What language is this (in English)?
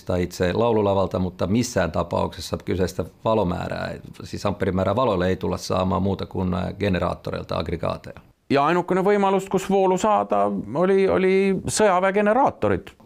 Finnish